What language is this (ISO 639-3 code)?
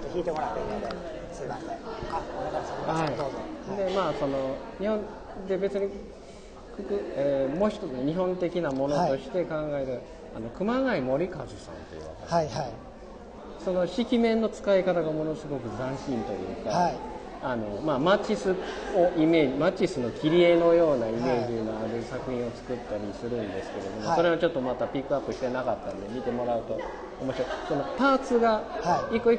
jpn